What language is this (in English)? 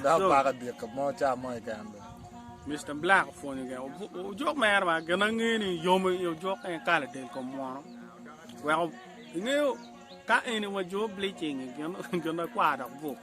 Acoli